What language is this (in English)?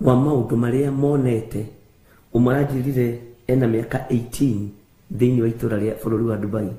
Kikuyu